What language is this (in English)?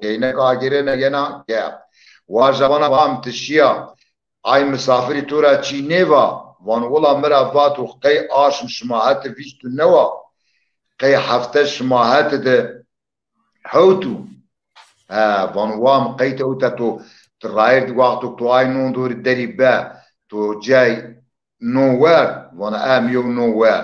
Zaza